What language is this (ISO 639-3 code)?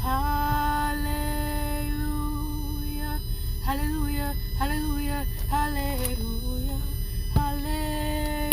hat